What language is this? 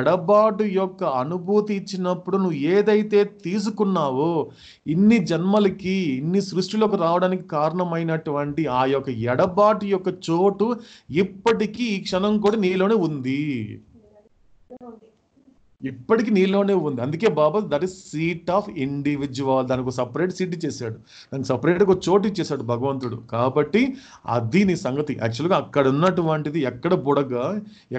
Telugu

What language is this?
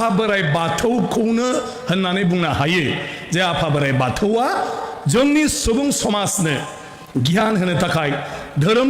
Bodo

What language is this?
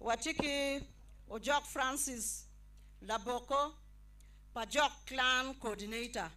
Acoli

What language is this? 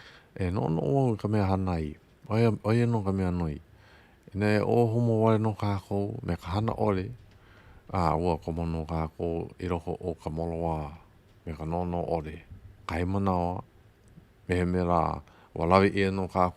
Hawaiian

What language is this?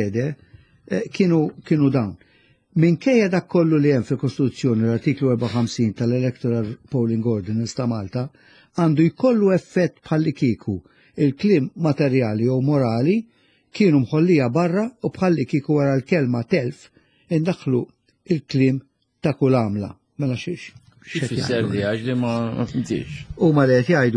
Maltese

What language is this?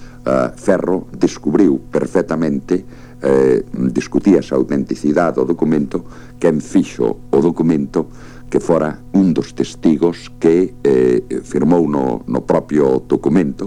Galician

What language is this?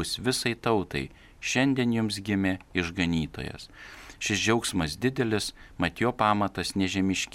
Lithuanian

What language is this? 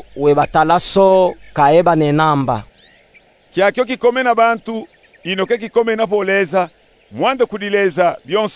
Luba-Katanga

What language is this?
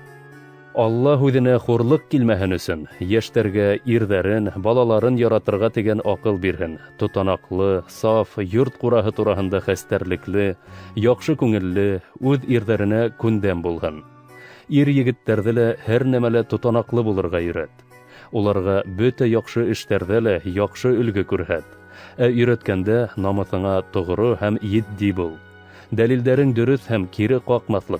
Bashkir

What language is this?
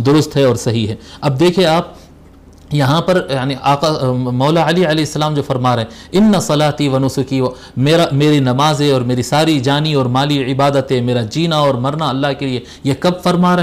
Urdu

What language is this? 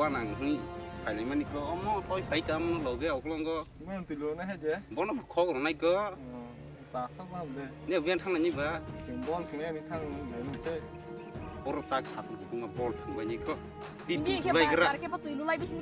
Kok Borok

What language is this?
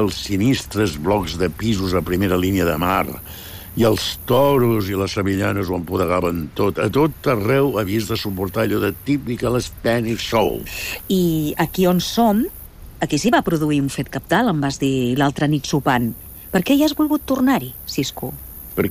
Catalan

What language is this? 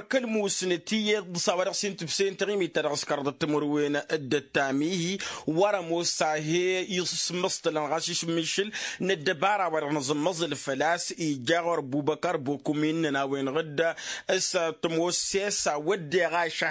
Tamasheq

